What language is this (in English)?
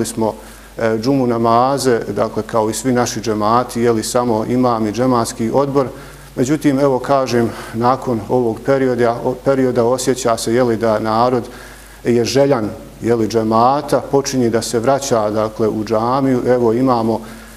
Bosnian